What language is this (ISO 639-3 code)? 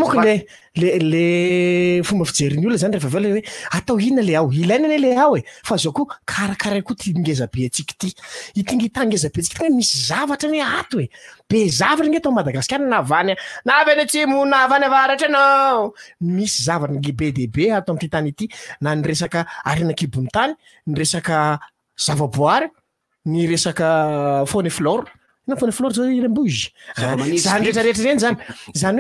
mlg